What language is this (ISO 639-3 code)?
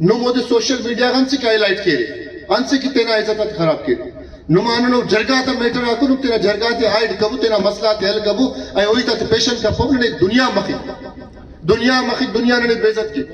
brh